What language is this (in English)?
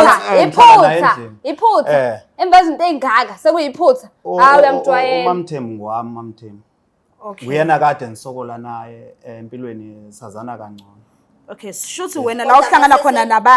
Zulu